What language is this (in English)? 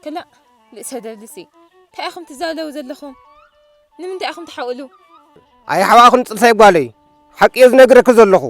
Tigrinya